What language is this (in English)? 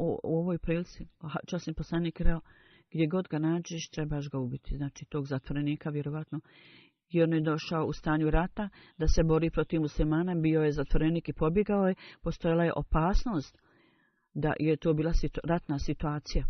Bosnian